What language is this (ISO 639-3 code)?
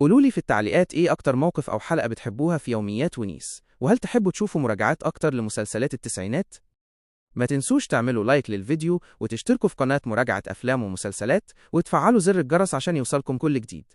arz